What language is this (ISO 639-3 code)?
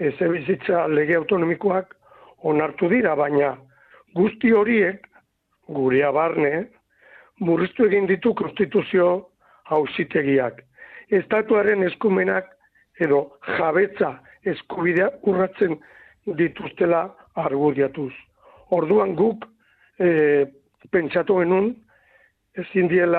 eus